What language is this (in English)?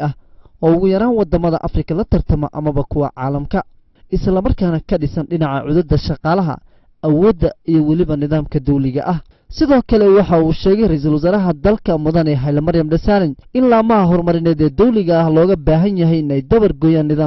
Somali